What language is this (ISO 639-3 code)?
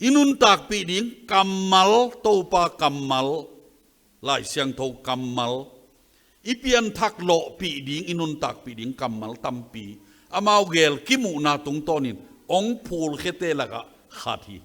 ctd